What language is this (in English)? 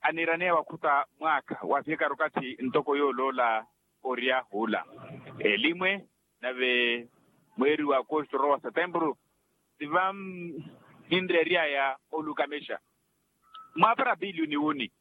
Makhuwa